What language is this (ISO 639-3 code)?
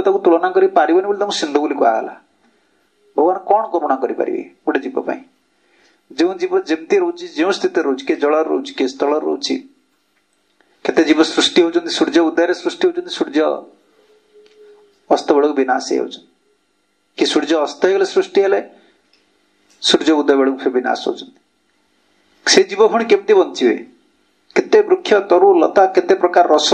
ori